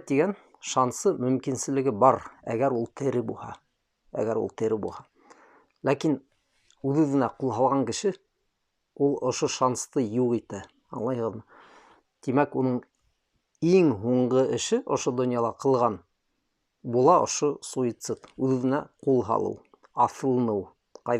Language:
Bashkir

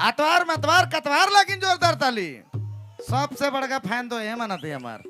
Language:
Sadri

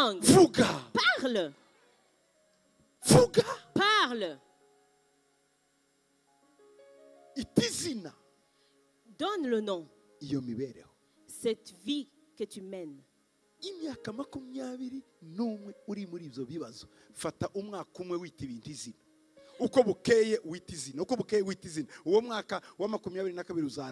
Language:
Kinyarwanda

